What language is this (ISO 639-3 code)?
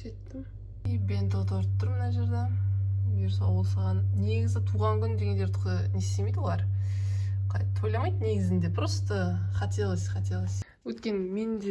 kaz